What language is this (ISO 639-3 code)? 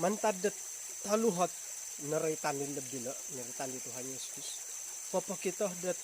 dtp